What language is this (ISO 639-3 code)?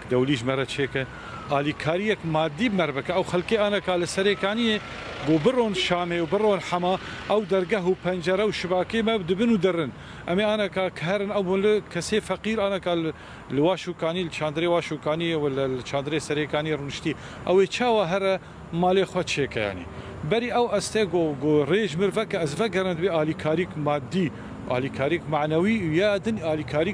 kur